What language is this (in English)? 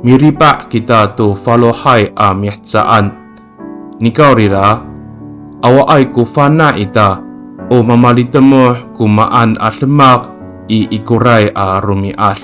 Amis